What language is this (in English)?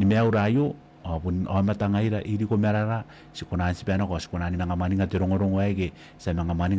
Gilbertese